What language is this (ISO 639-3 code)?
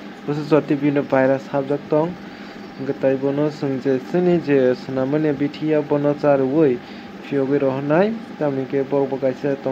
trp